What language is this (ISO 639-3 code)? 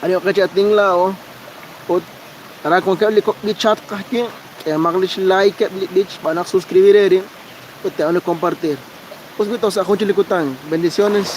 kek